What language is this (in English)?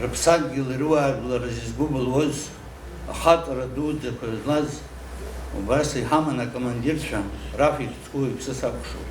Abkhazian